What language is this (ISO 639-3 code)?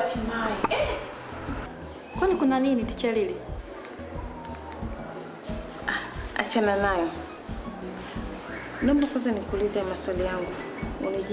swa